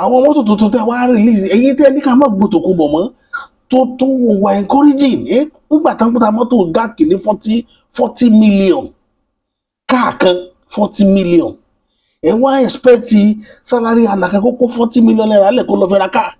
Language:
Yoruba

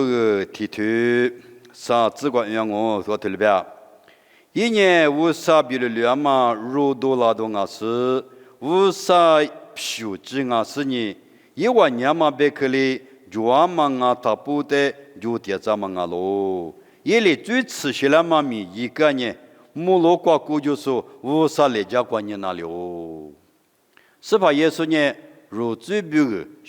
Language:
Lisu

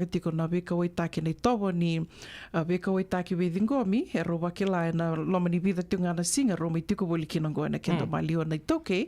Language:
Fijian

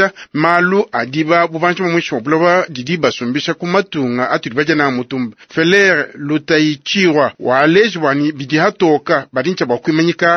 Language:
Luba-Lulua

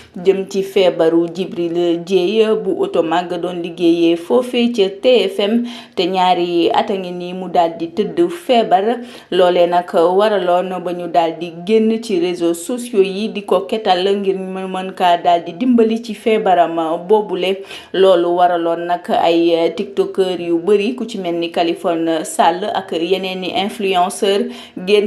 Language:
Wolof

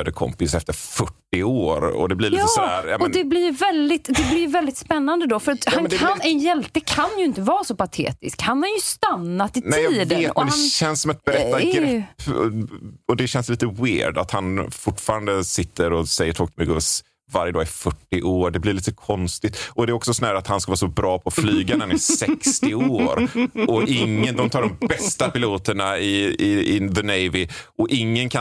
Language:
Swedish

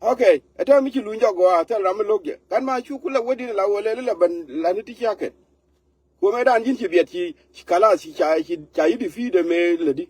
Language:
Nuer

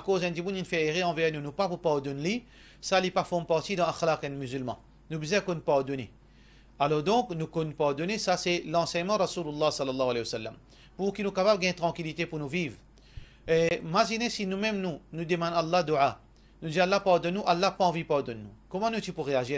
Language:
Morisyen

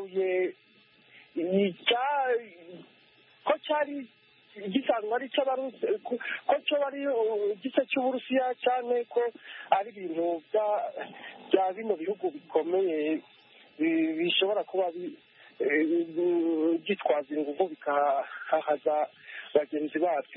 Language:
Kinyarwanda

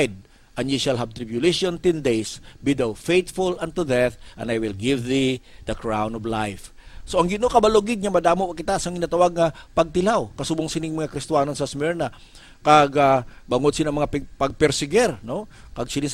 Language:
Hiligaynon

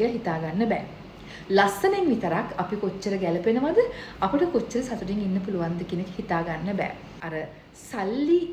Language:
Sinhala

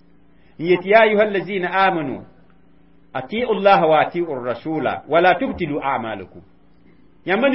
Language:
Mossi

